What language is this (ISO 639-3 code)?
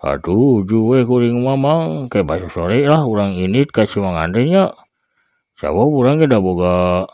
sun